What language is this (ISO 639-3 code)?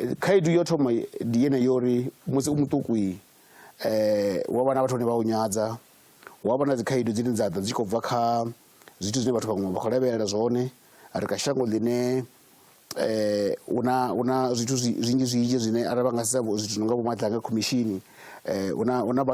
ven